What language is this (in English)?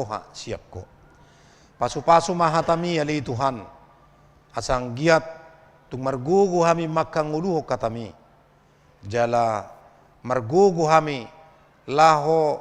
Batak Toba